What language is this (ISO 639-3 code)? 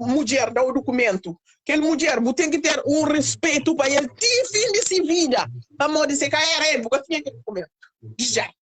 kea